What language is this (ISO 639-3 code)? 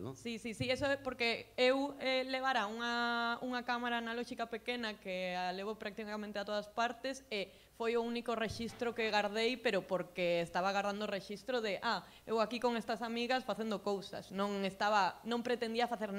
glg